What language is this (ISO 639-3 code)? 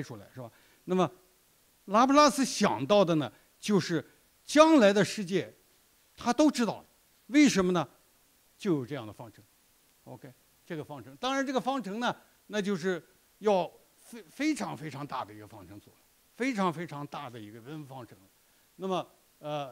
zho